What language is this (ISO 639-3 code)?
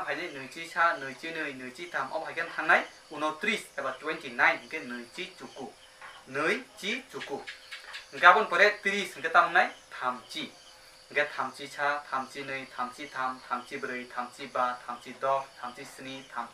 trp